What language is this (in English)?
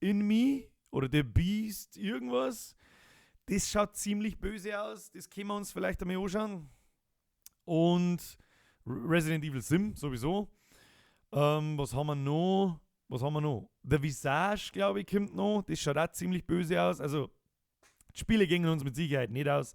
Bavarian